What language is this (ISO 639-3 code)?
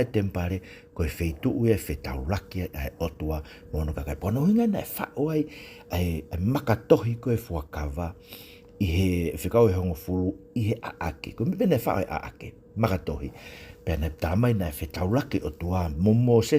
ton